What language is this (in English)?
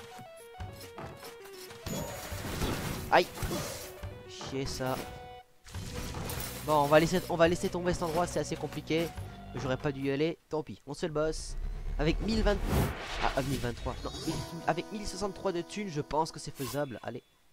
French